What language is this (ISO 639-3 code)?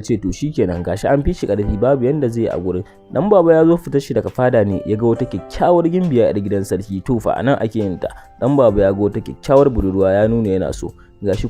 hau